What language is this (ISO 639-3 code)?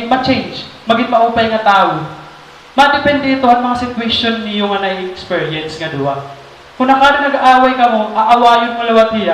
war